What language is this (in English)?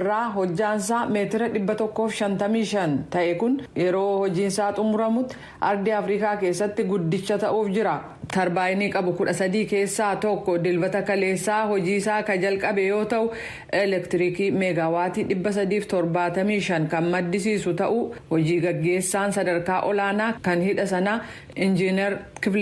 Oromo